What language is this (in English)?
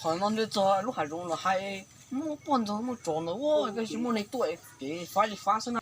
Hmong